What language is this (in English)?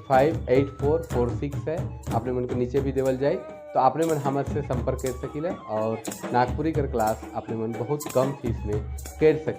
Sadri